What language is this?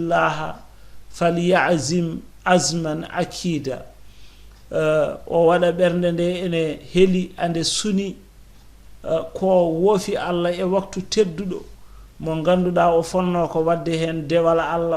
Fula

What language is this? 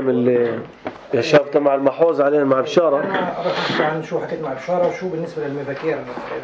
North Levantine Arabic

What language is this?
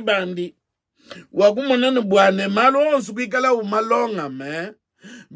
Luba-Lulua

